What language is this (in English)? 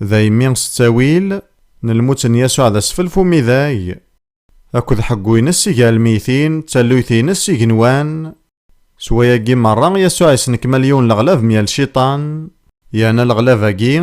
Kabyle